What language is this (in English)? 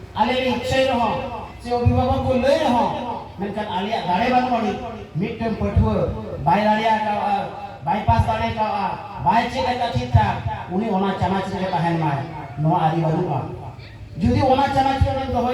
Santali